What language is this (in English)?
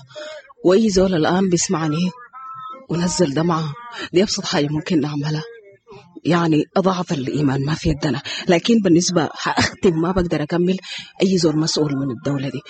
Sudanese Arabic